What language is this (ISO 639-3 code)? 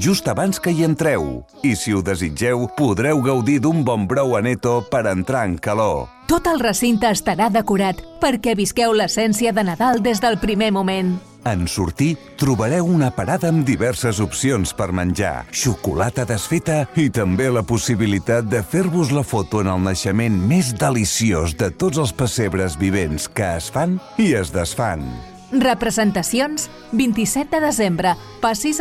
cat